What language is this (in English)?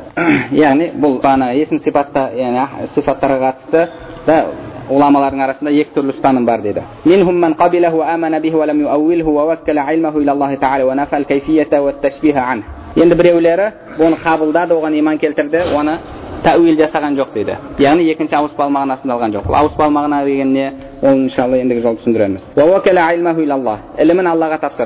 Kazakh